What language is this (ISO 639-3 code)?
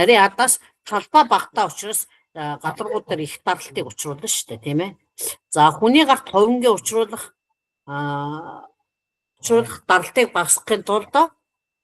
mon